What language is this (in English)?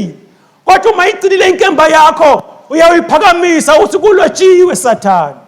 Swati